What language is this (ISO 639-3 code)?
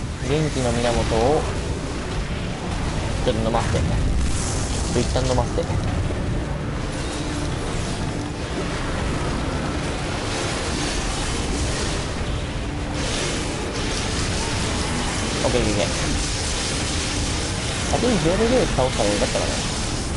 jpn